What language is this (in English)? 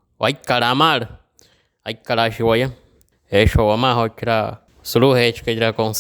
Wayuu